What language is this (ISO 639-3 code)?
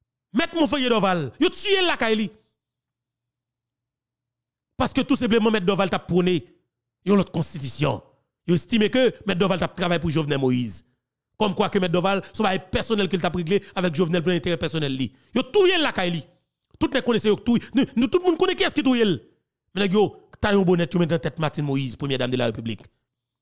fra